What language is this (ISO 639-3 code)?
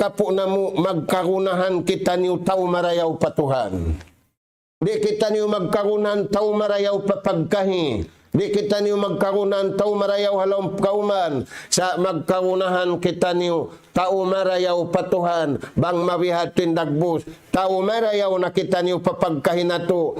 tsg